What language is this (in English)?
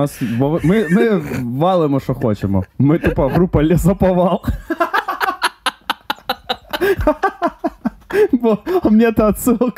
Ukrainian